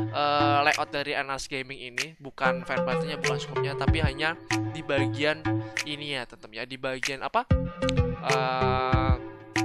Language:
Indonesian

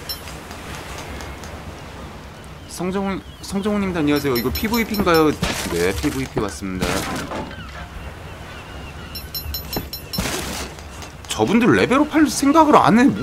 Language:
Korean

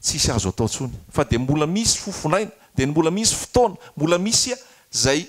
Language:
Malagasy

